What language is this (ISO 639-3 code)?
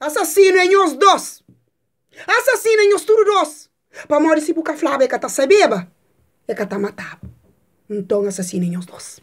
kea